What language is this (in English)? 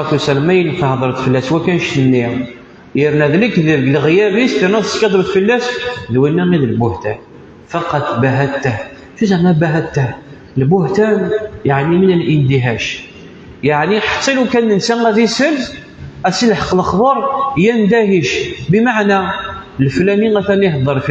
Kabyle